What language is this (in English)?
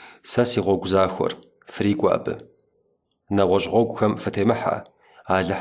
Kabardian